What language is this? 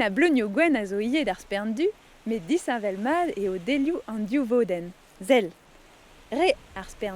Breton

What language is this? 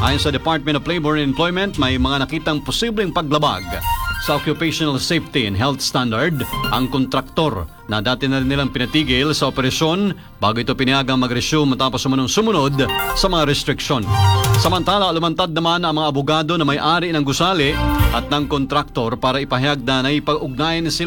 Filipino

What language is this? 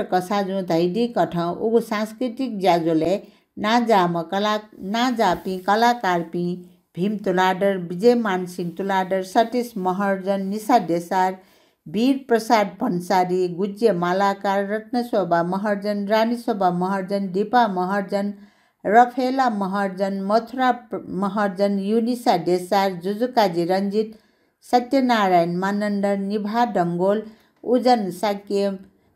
Newari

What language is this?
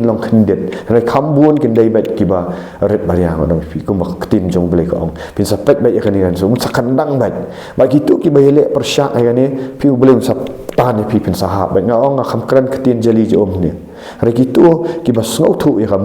Khasi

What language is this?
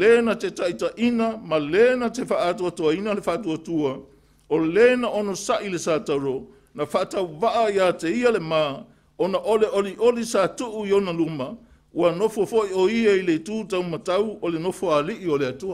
Samoan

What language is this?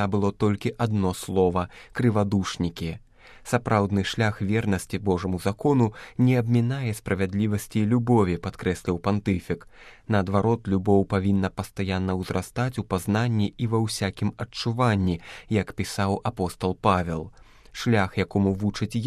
Belarusian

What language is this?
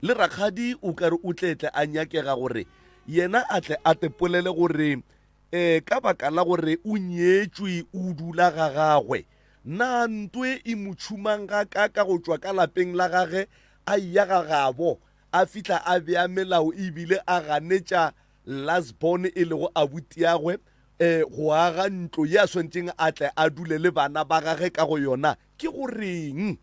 Northern Sotho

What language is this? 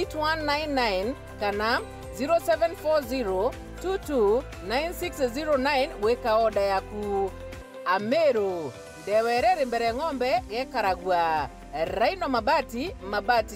Meru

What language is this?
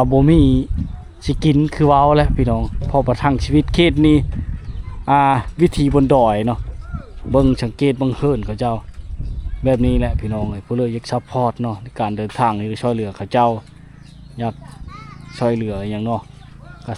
Lao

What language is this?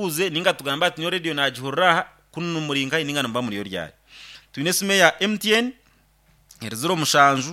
Nyankole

